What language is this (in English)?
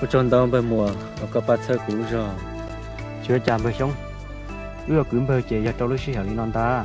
Hmong